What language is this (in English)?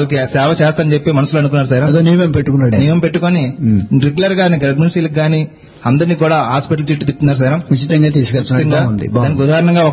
Telugu